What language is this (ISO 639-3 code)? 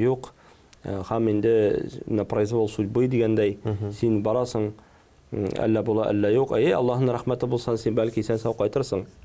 tat